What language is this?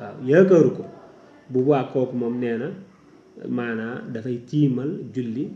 Wolof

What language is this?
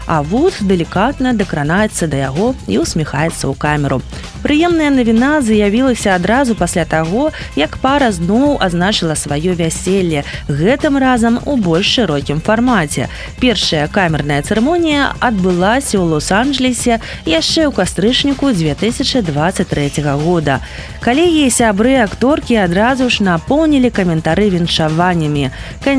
Belarusian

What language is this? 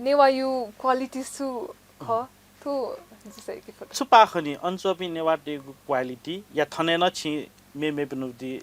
Newari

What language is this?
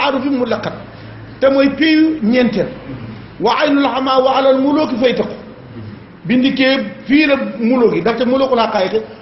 Wolof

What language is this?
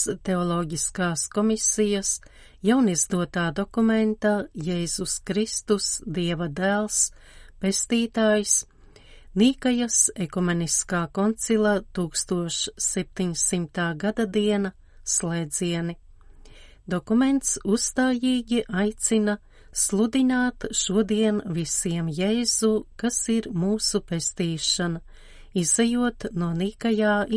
Latvian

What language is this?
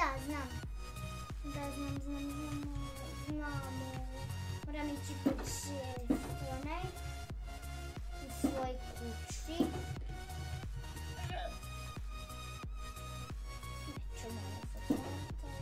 Croatian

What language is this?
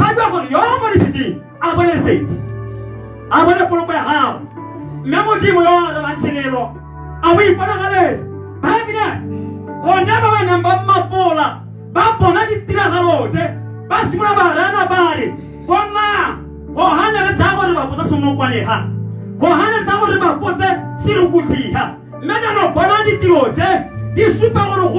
Tswana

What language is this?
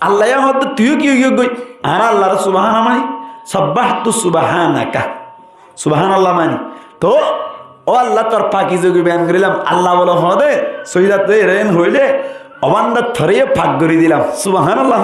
Rohingya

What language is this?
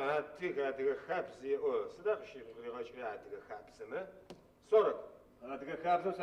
Adyghe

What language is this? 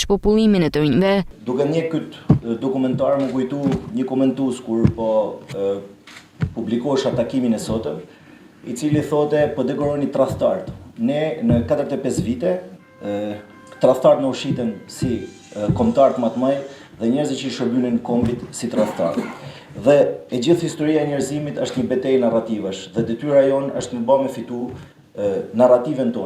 Albanian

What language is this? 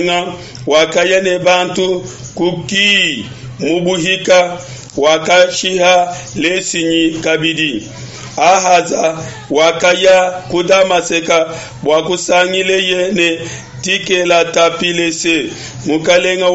Luba-Lulua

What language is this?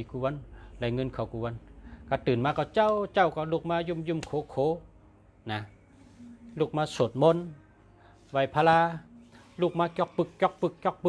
Shan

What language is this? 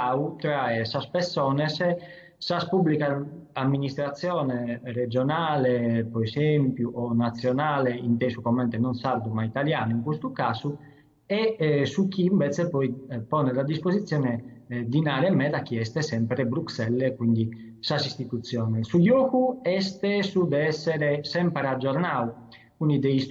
Sardinian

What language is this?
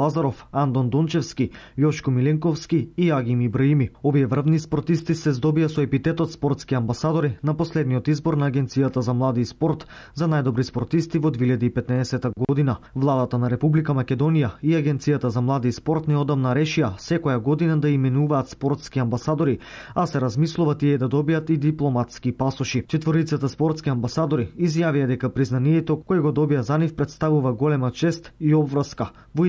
Macedonian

